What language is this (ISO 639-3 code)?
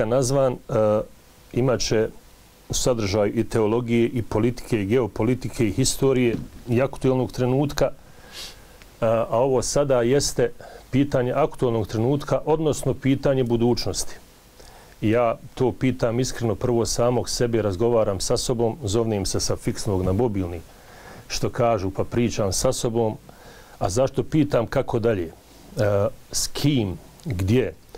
bos